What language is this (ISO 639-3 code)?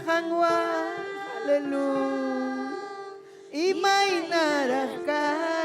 quy